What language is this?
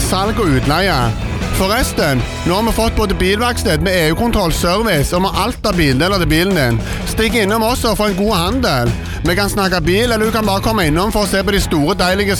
Norwegian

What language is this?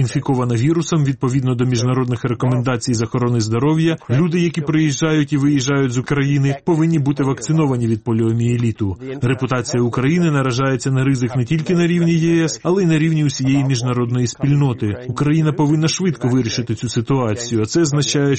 Ukrainian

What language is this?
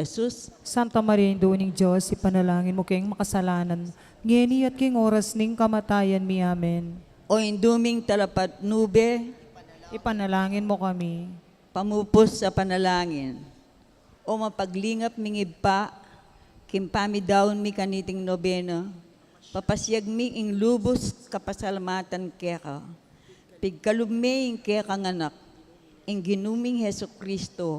Pampanga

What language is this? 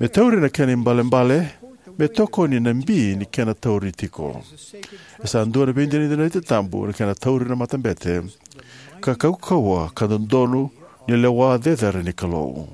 Fijian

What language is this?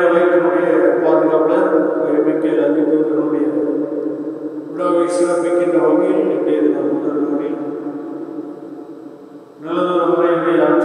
Tamil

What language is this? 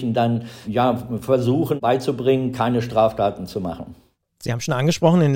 German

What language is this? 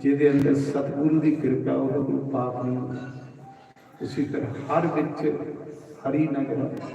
Dogri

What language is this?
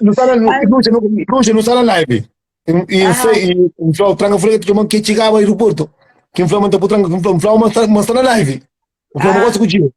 Kabuverdianu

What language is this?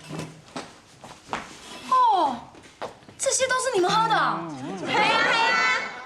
Hakka Chinese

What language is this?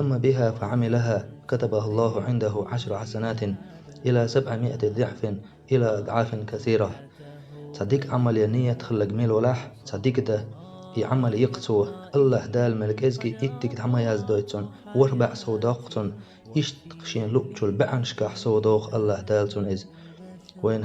Chechen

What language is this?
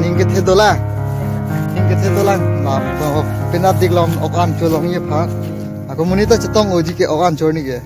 Karbi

